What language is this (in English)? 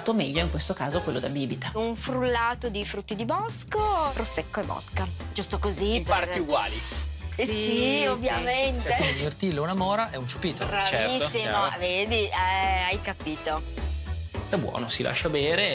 Italian